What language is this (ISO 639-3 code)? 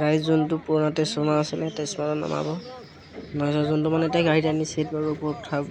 asm